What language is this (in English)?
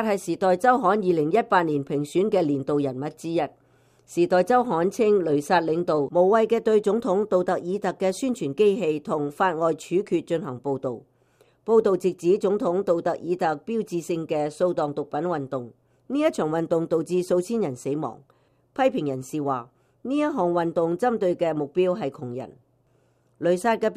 Cantonese